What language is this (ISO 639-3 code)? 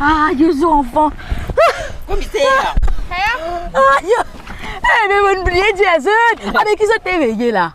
mfe